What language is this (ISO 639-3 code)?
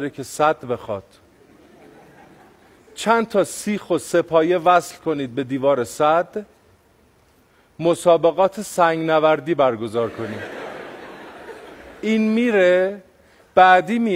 fas